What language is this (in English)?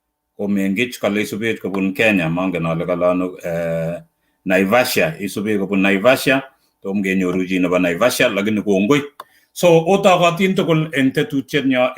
Kalenjin